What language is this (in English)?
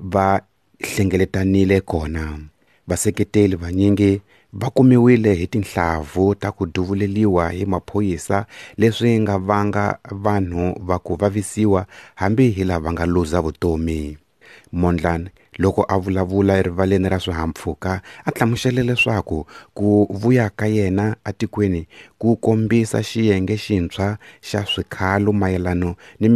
Tsonga